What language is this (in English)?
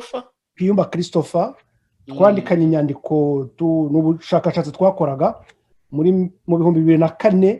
Kinyarwanda